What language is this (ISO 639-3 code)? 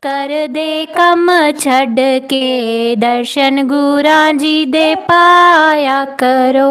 doi